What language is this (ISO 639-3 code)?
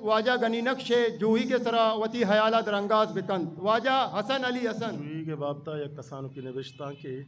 bgp